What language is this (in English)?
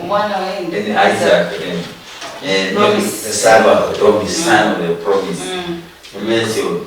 Luyia